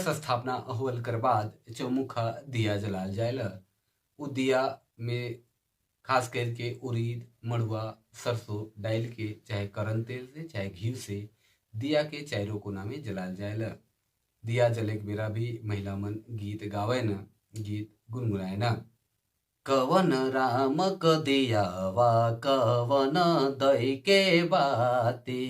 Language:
Sadri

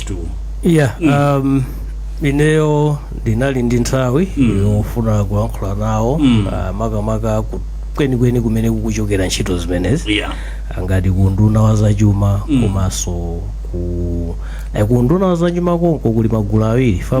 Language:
Nyanja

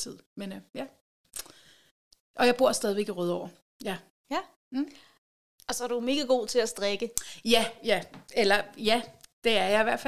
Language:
Danish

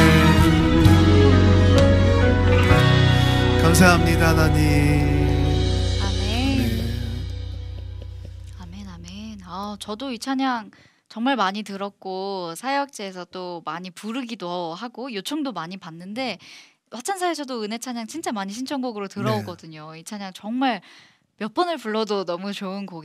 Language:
Korean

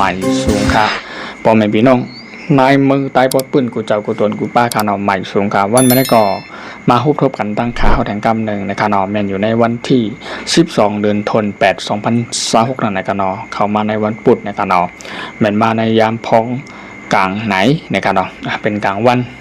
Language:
Shan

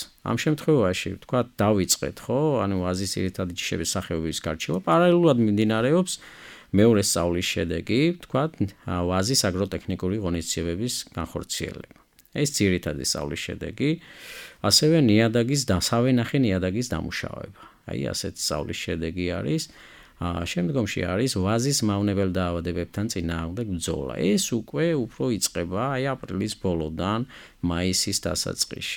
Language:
Georgian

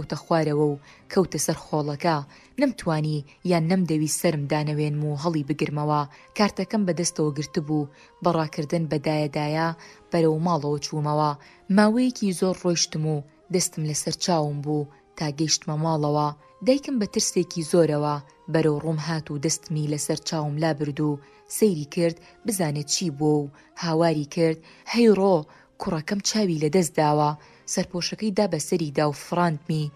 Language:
Central Kurdish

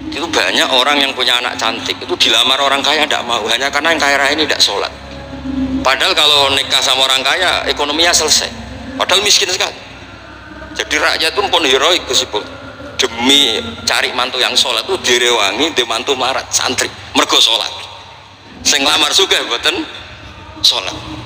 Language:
Indonesian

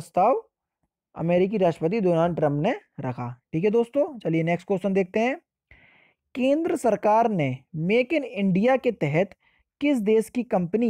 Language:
Hindi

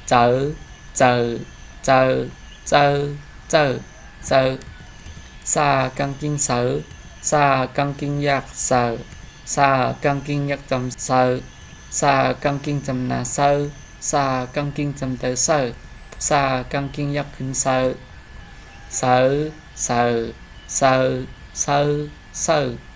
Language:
Shan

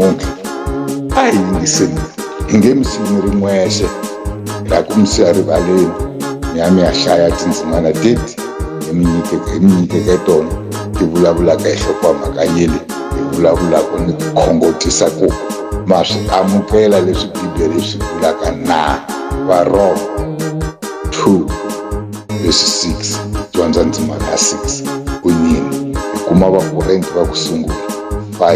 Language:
Tsonga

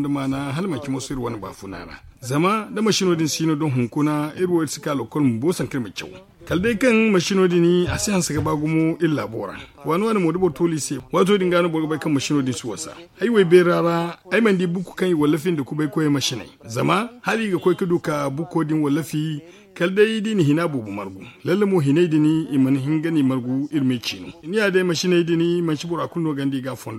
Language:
Zarma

